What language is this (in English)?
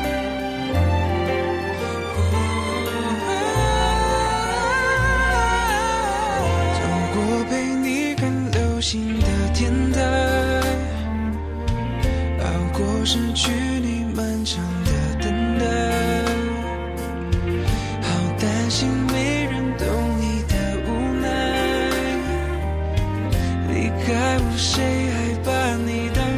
Chinese